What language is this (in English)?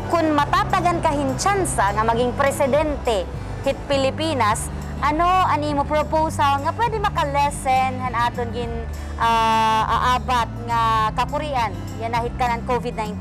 Waray